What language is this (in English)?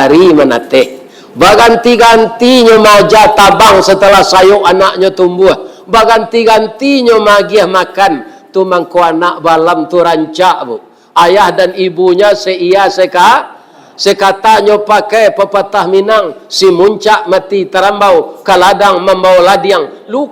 Minangkabau